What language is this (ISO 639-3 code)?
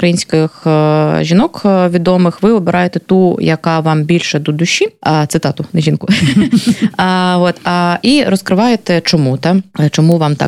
ukr